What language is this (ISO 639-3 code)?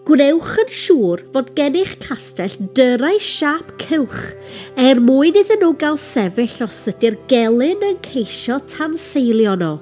cym